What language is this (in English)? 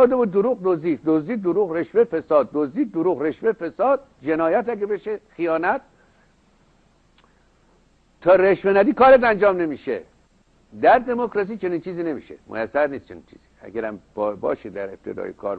Persian